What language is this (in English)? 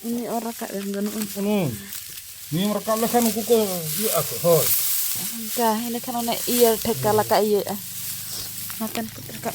Santali